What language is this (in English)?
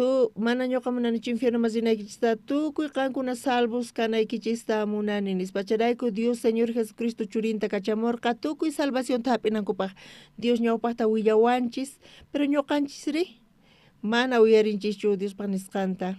South Bolivian Quechua